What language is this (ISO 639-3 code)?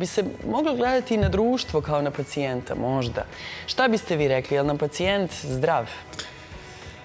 srp